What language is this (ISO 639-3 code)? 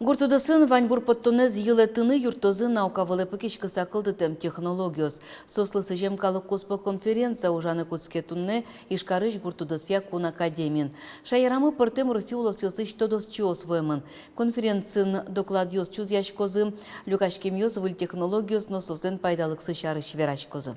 udm